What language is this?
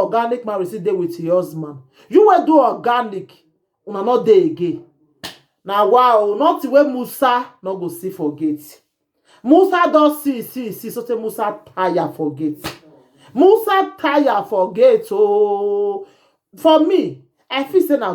Nigerian Pidgin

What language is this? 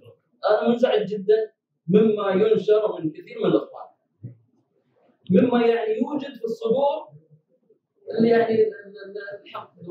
Arabic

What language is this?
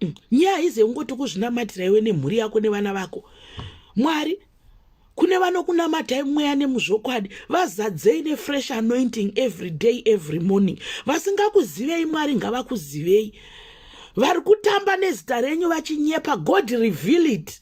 Shona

